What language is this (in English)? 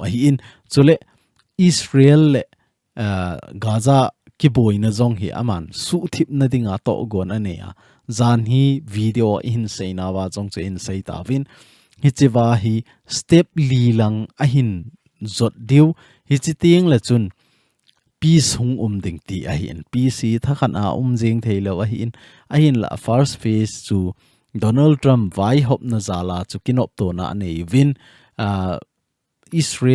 Thado Chin